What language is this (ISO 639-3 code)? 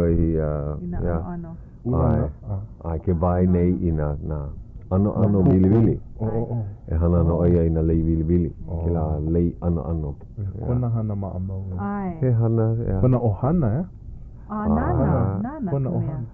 haw